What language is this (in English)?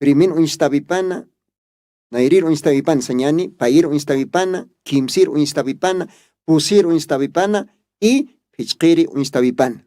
Aymara